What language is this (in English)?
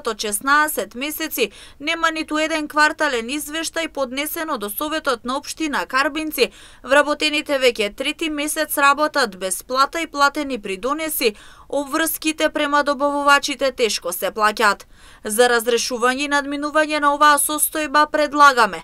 Macedonian